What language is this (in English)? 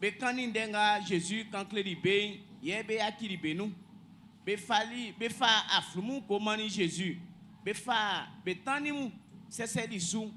Baoulé